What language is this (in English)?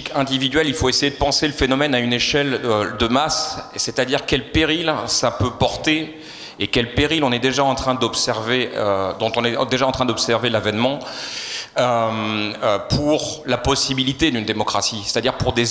French